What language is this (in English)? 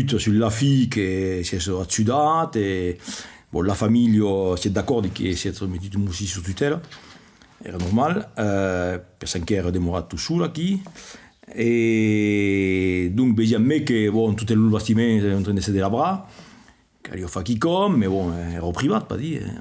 Occitan